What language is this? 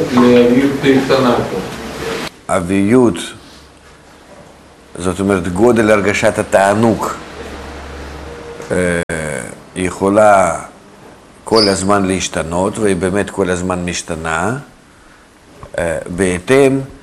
Hebrew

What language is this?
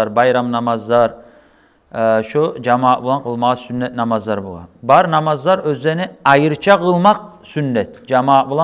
Kumyk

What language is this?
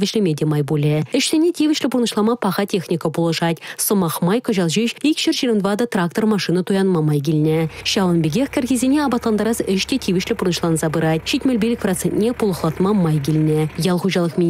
Chuvash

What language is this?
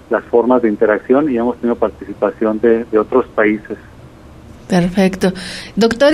Spanish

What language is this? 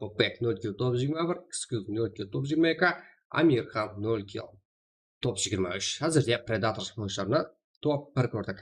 Kara-Kalpak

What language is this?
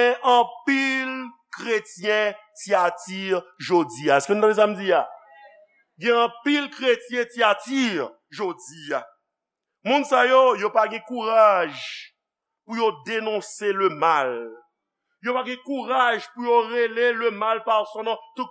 Haitian Creole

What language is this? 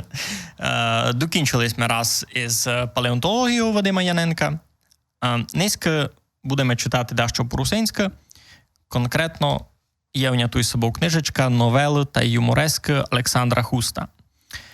Rusyn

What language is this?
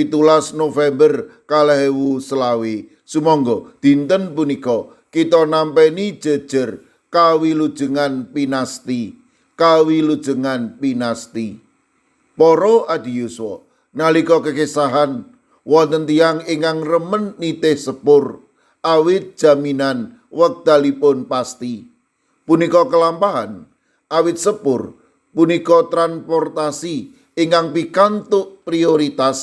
Javanese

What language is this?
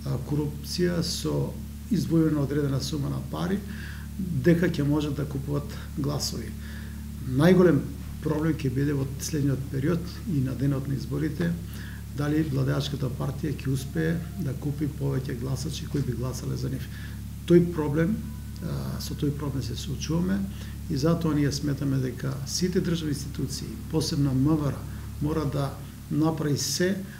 Macedonian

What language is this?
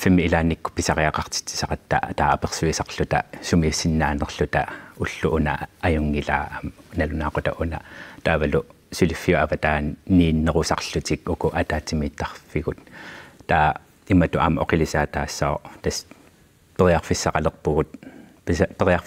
Kalaallisut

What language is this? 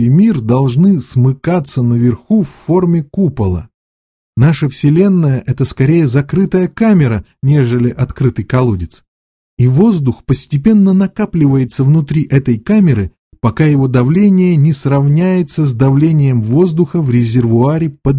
Russian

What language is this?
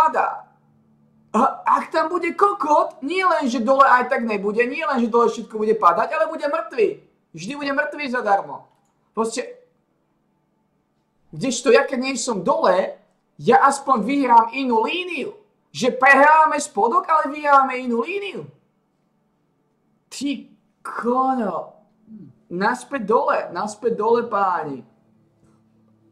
Slovak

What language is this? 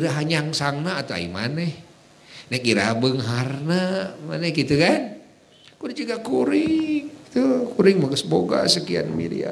Sundanese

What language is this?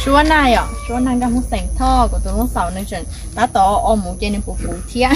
Hmong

